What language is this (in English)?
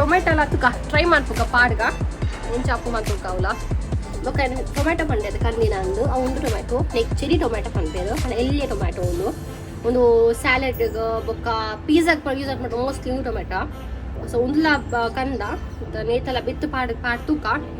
Tulu